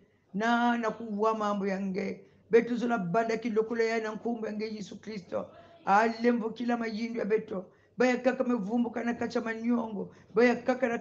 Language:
Kongo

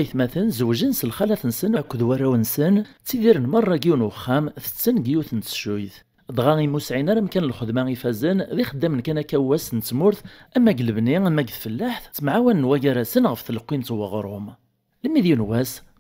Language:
Kabyle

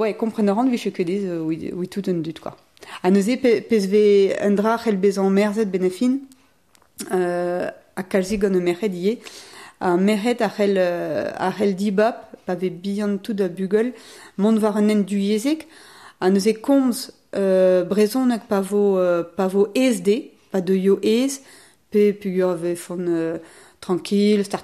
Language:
Breton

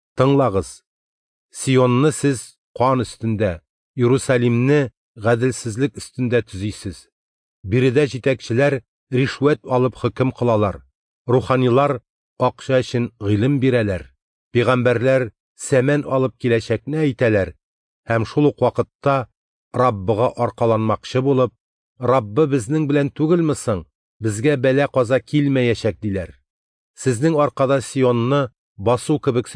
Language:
Tatar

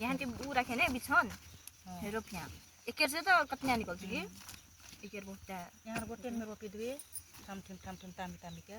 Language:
Nepali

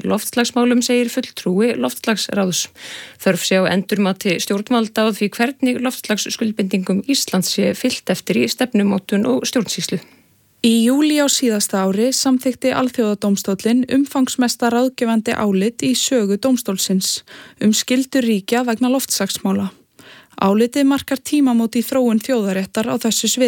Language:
Icelandic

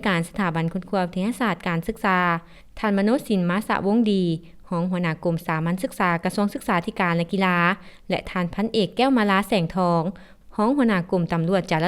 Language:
Lao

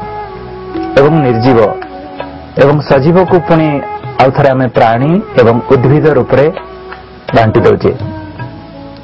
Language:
Odia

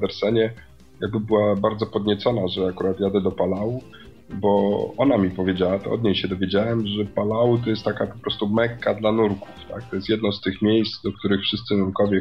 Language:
Polish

